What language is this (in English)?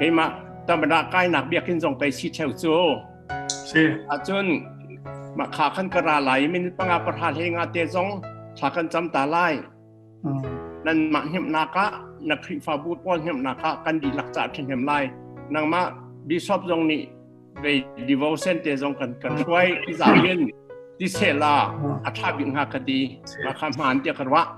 Hakha Chin